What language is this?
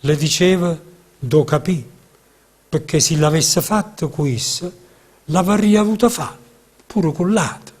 Neapolitan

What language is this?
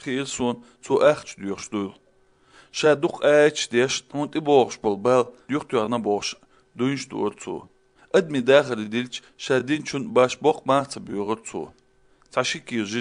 Latvian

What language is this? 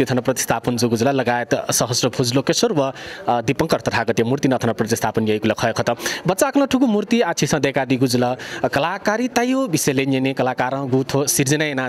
Newari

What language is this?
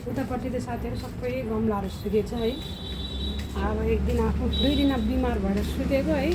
Nepali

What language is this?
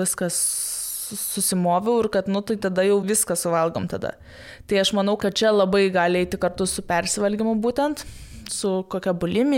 Lithuanian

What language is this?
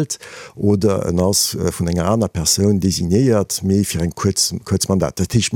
Luxembourgish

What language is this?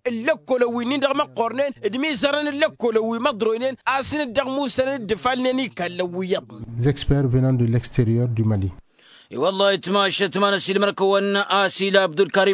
Tamasheq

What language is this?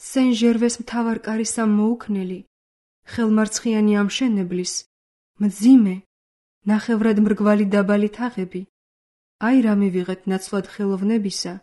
Georgian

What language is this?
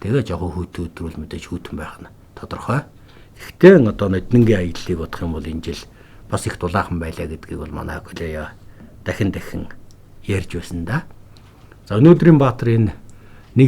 Mongolian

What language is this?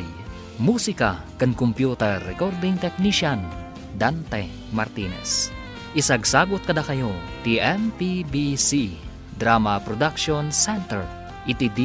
Iloko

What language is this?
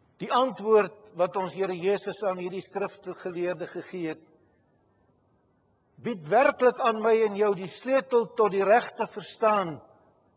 Afrikaans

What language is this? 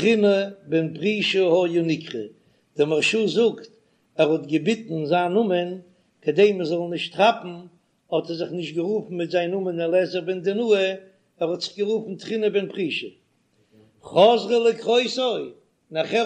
Yiddish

